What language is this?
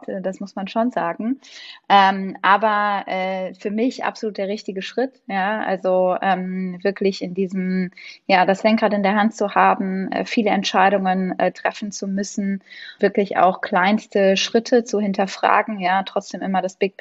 German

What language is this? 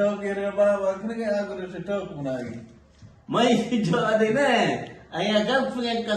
Eastern Balochi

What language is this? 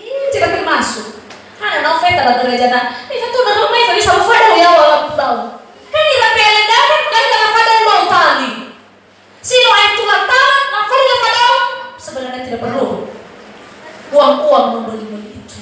Nias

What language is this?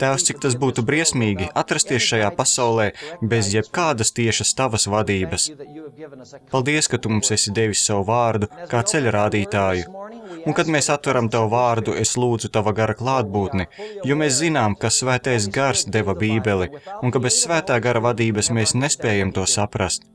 Latvian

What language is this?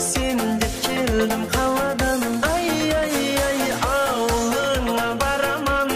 Kara-Kalpak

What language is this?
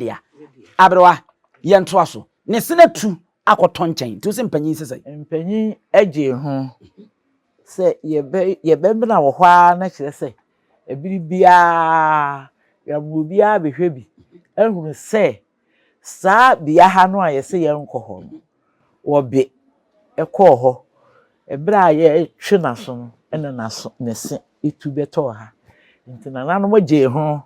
Akan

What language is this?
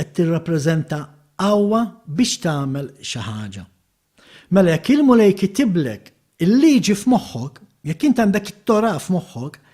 Maltese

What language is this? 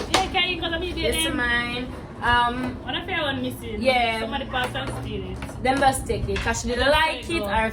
Jamaican Creole English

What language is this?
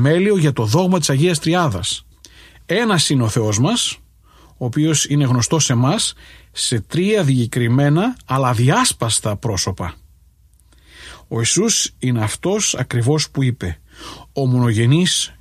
Greek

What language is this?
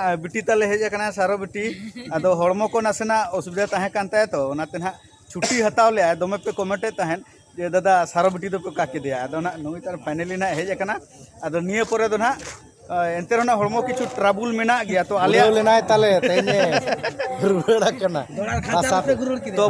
Santali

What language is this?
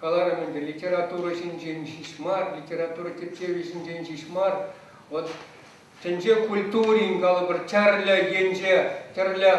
Chuvash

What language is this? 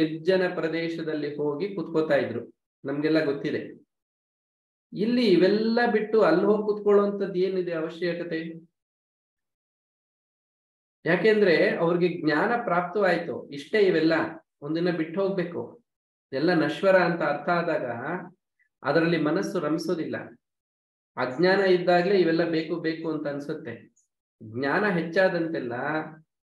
Kannada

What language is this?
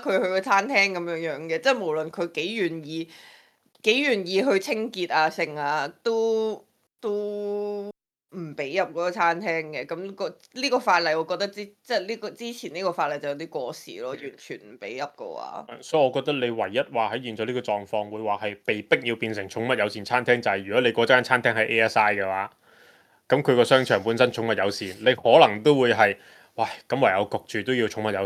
Cantonese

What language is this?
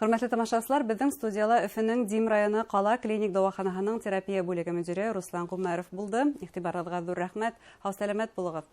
Bashkir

